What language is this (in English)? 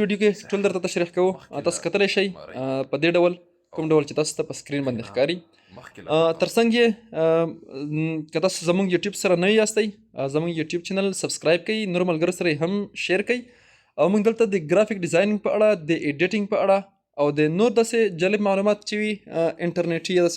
Pashto